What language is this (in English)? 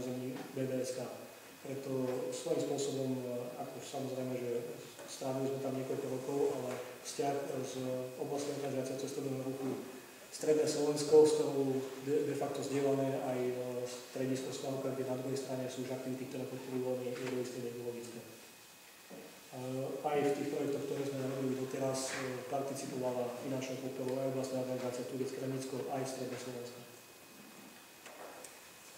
Slovak